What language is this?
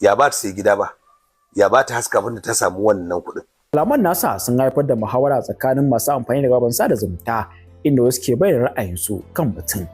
Hausa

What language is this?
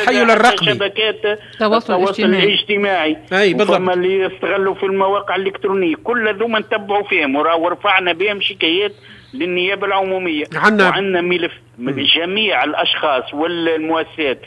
Tunisian Arabic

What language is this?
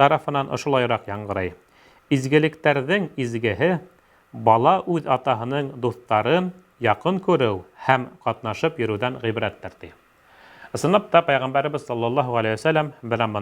Bashkir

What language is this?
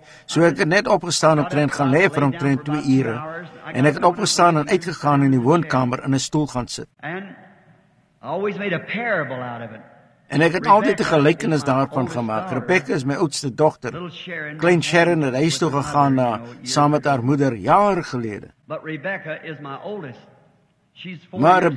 Afrikaans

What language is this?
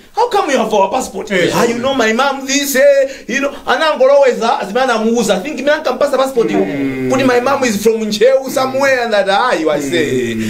Nyanja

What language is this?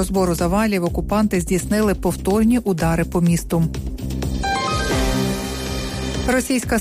Ukrainian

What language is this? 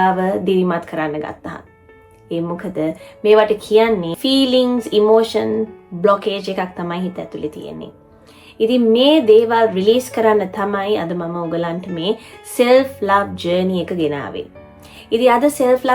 Sinhala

